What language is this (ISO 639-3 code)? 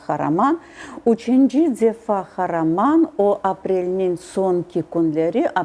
crh